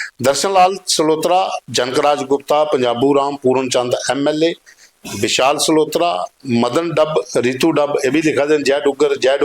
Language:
Dogri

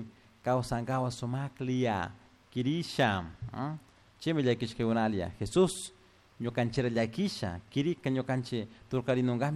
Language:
Chimborazo Highland Quichua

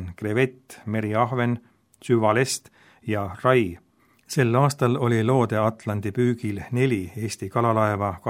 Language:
Estonian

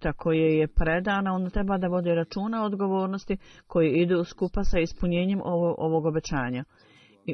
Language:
Bosnian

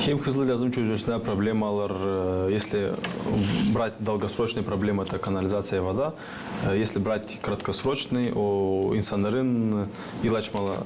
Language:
Gagauz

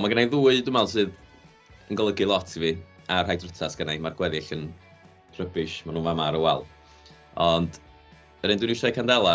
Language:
Welsh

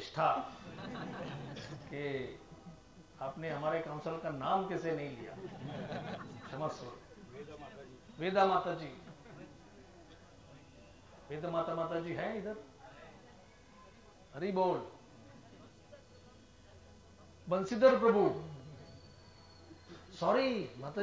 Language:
Hindi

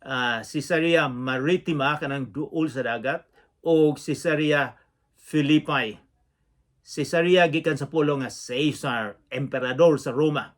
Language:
Cebuano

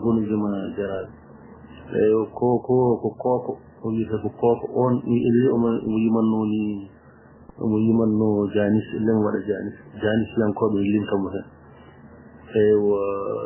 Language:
Fula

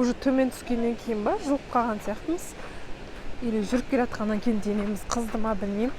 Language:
Kazakh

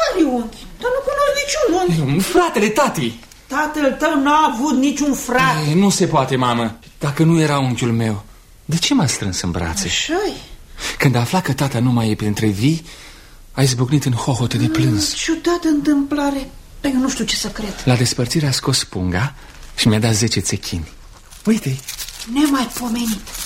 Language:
Romanian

